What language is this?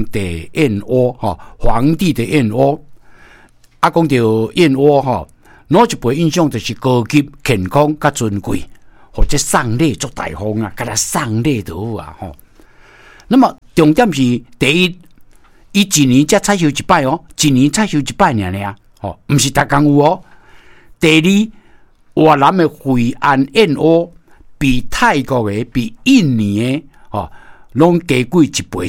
Min Nan Chinese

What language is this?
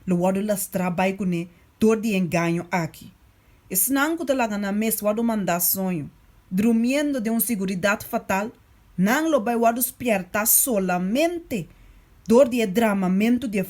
Papiamento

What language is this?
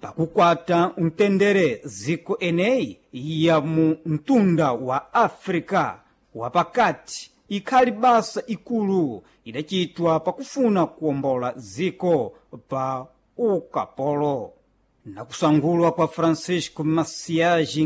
Sena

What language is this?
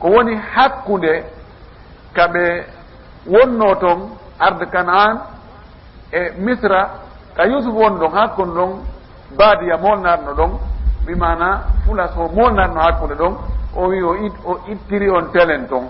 Fula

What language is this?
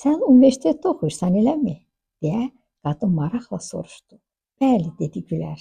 Azerbaijani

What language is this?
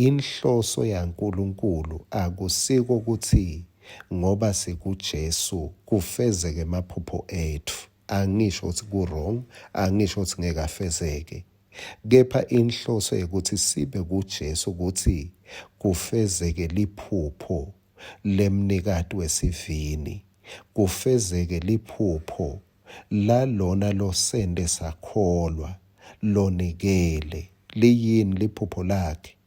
Swati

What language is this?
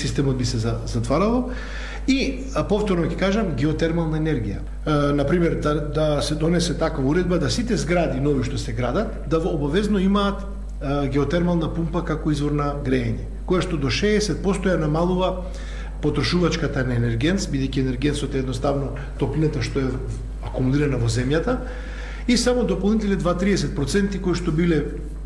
Macedonian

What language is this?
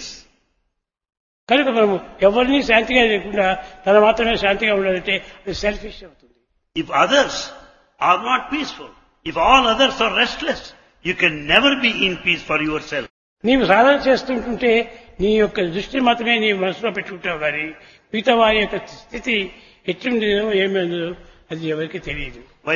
Telugu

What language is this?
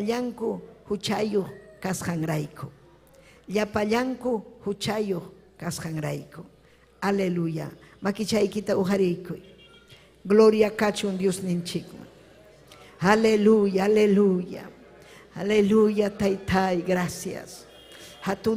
Ayacucho Quechua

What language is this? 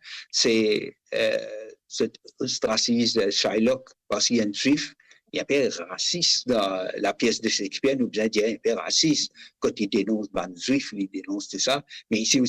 Morisyen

